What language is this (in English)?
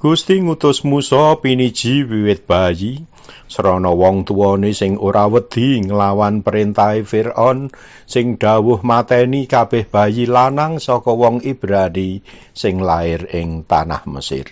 Javanese